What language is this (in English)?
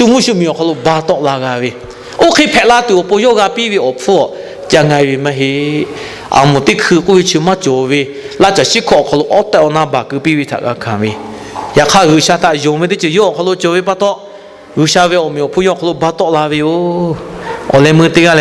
Lahu